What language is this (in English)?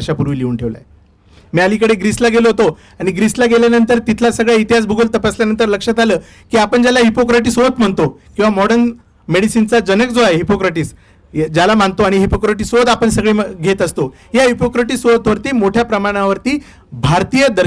Marathi